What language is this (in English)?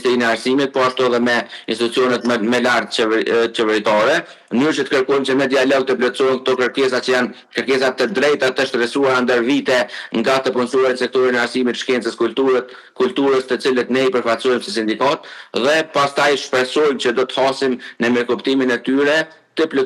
Albanian